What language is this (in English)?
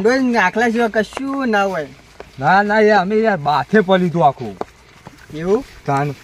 Gujarati